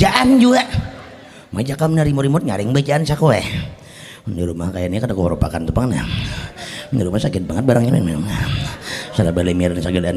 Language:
Banjar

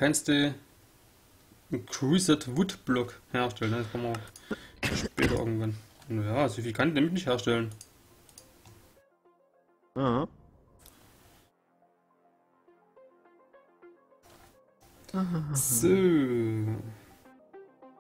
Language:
German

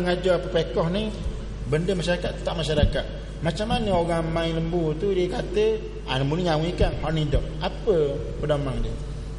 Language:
Malay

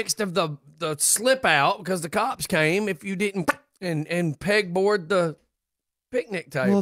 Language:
English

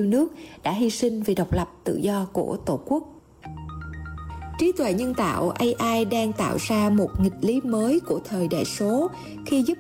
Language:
Vietnamese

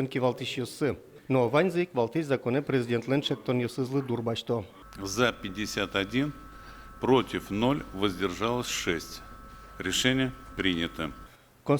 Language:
Udmurt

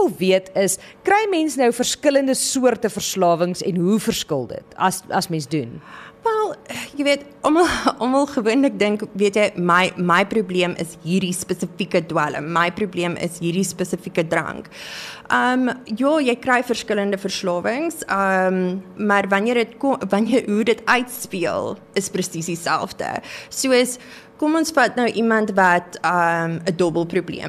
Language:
Afrikaans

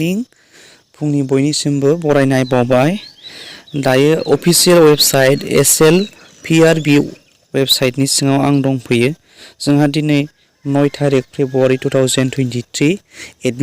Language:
Bodo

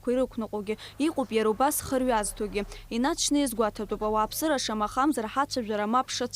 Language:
Abkhazian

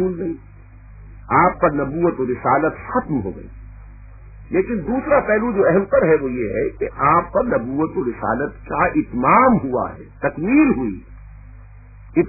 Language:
Urdu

